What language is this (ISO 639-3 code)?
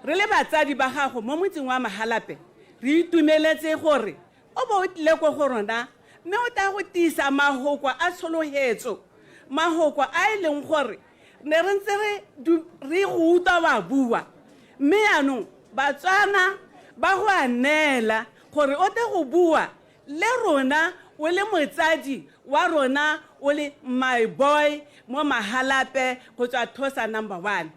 tsn